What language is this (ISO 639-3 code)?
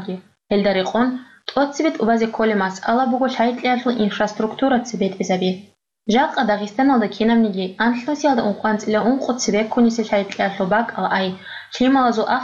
ava